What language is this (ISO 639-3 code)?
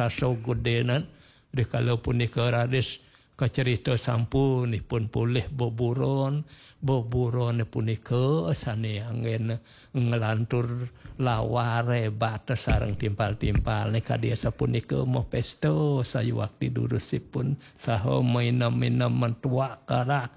ban